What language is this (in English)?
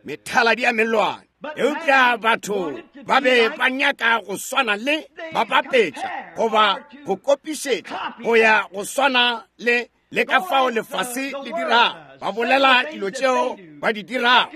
Northern Sotho